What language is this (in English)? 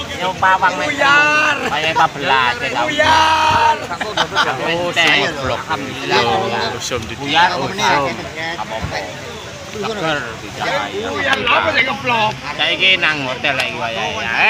Javanese